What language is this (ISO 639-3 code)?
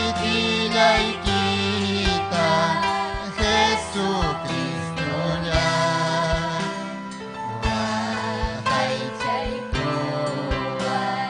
quy